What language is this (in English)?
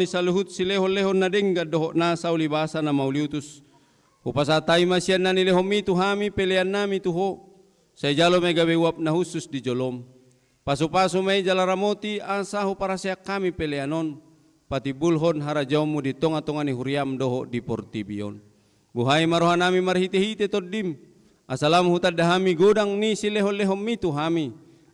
Batak Toba